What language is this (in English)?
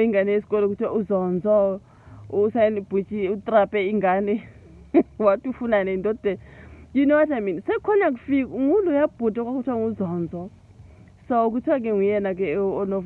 Zulu